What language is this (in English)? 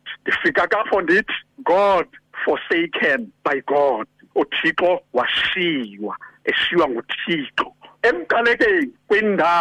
Xhosa